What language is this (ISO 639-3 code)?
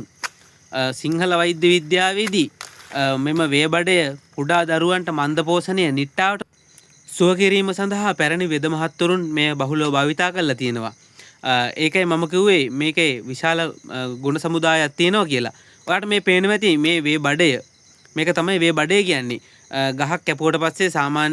sin